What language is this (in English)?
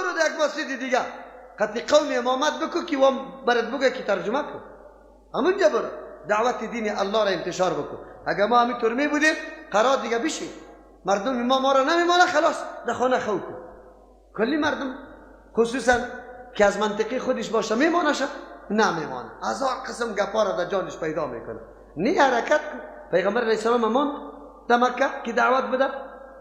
Persian